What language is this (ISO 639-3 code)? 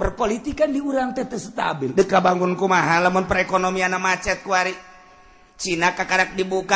sun